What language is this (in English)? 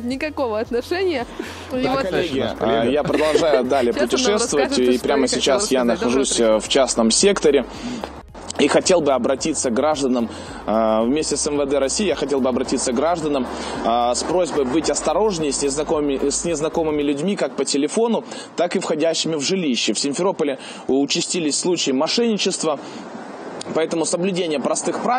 Russian